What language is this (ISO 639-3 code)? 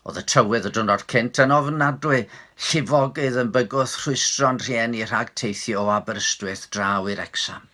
cym